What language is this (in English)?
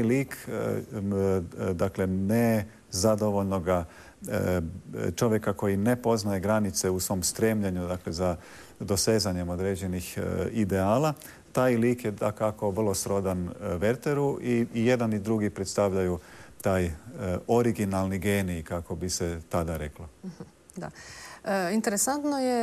Croatian